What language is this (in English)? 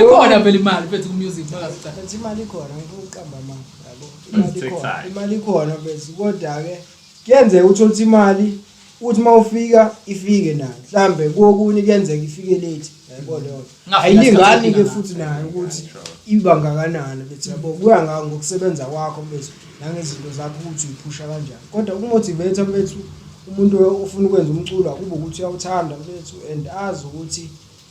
Zulu